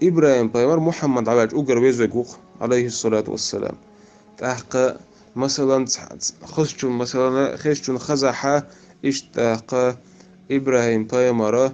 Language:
Chechen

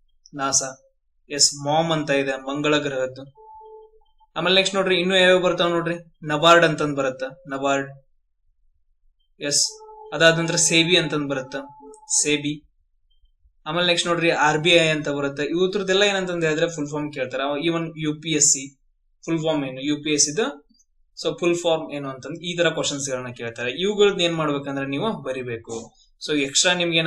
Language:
Kannada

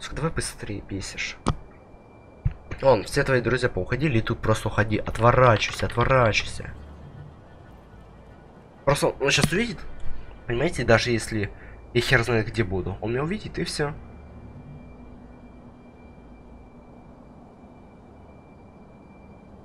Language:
Russian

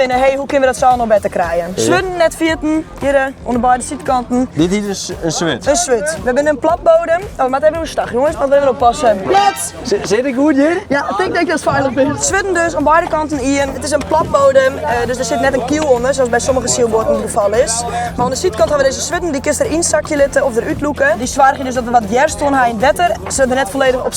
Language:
Western Frisian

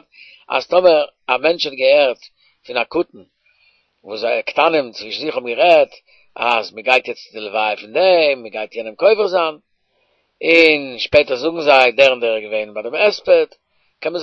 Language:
Yiddish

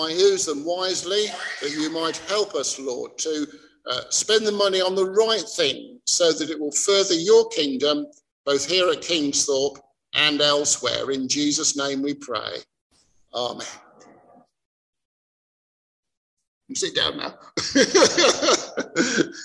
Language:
English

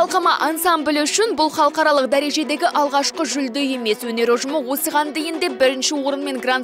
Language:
Kazakh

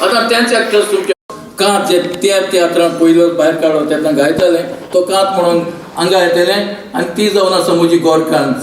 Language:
Konkani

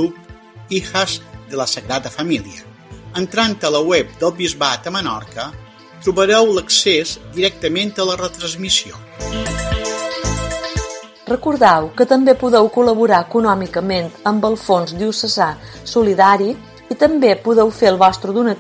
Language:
Catalan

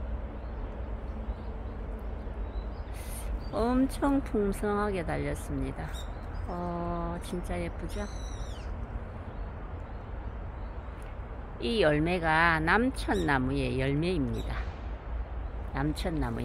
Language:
Korean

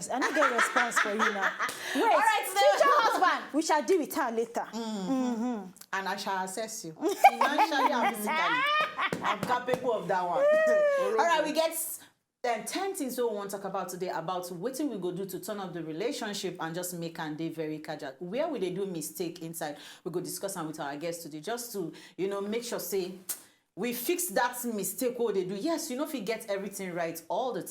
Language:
Nigerian Pidgin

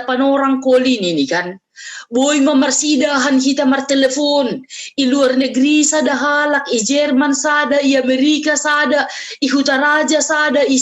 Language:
Batak Simalungun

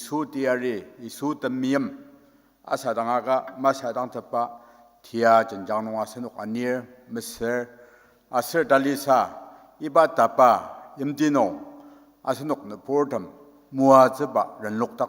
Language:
Ao Naga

